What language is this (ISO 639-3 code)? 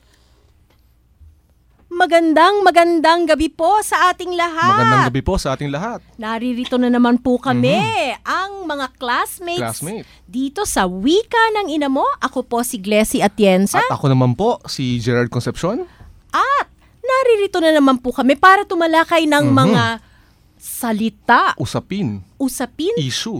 fil